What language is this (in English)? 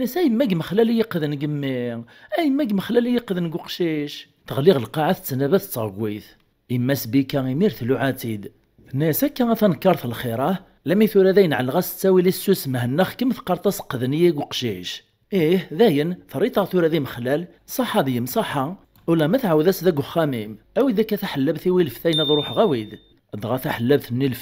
Kabyle